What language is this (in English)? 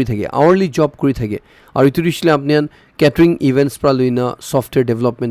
Naga Pidgin